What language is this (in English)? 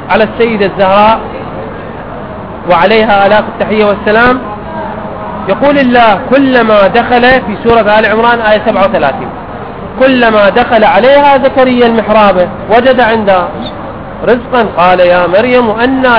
Arabic